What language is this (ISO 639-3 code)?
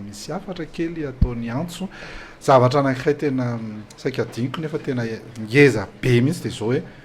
mlg